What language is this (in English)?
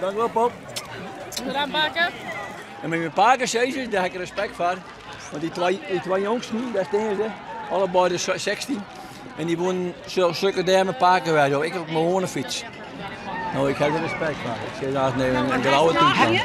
Western Frisian